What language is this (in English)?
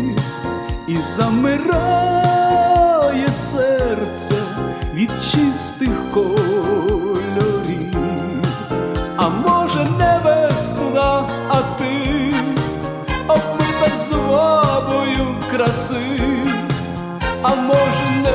Ukrainian